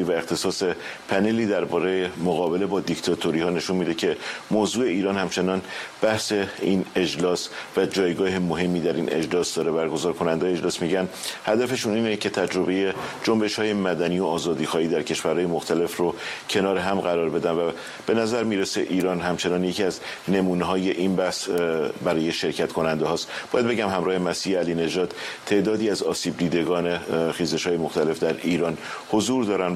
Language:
Persian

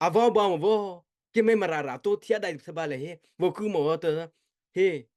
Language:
Mara Chin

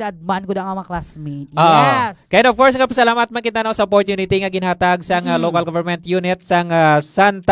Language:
Hiligaynon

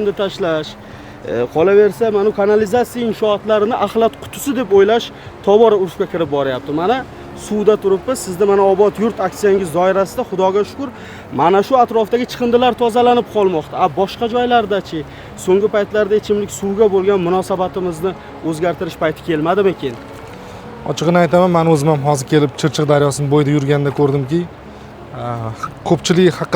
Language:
Uzbek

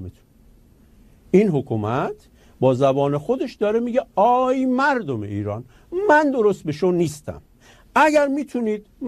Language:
Persian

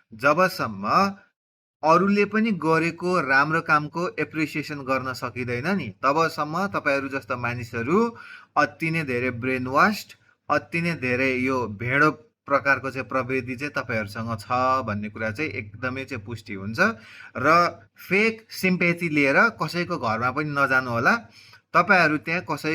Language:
Nepali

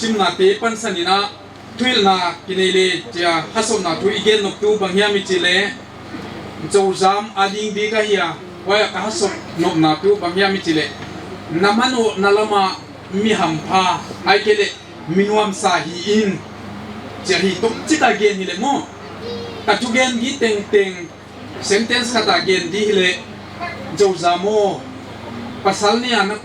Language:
Paite Chin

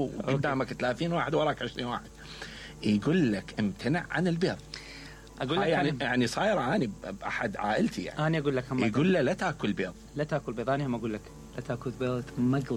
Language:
Mesopotamian Arabic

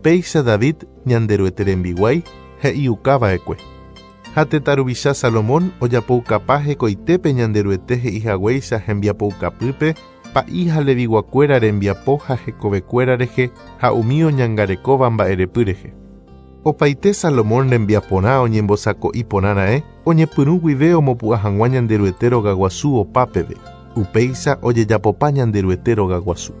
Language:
Guarani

